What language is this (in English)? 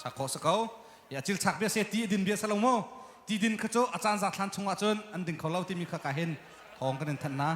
Hakha Chin